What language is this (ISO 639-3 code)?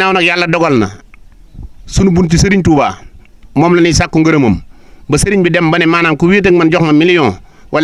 wol